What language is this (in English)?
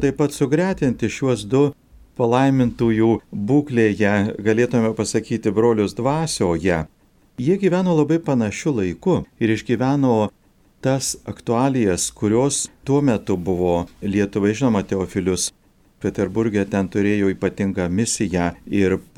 Lithuanian